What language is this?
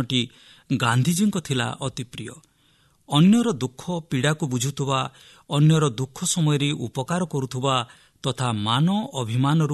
Odia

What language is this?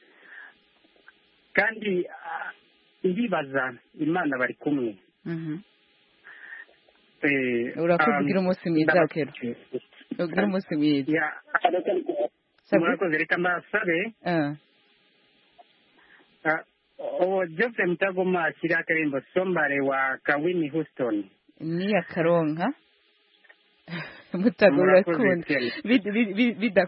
Kinyarwanda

